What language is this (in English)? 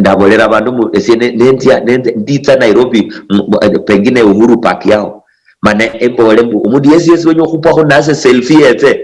Luyia